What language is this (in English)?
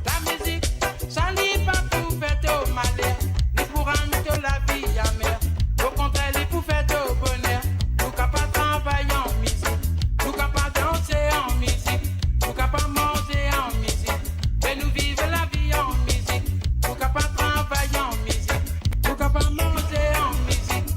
Morisyen